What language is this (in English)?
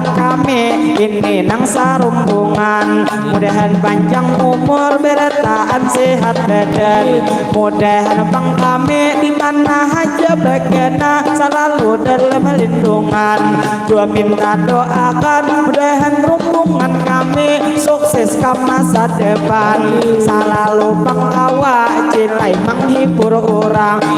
Banjar